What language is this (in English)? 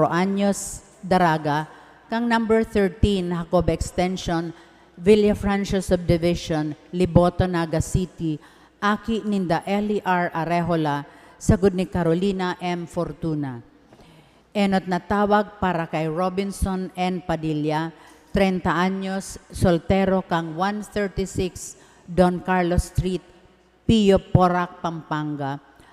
Bikol